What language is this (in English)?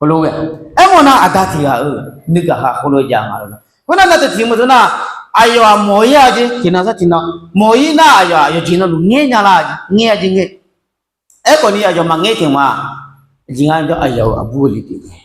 Akha